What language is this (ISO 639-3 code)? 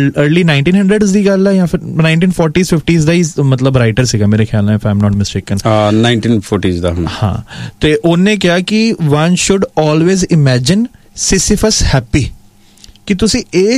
pan